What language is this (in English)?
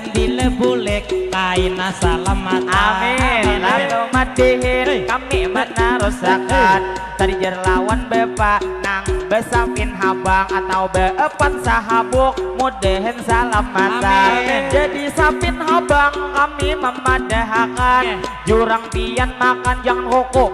Banjar